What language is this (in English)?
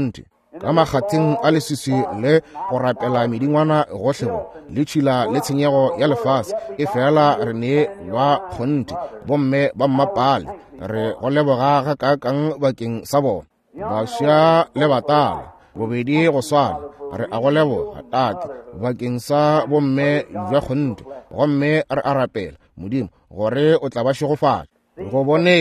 Northern Sotho